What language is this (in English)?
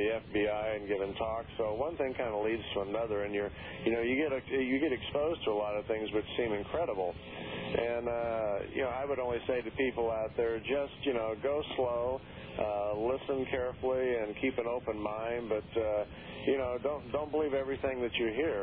English